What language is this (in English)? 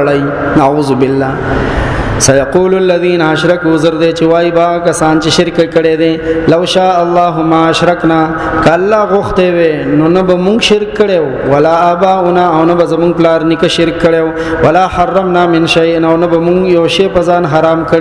Pashto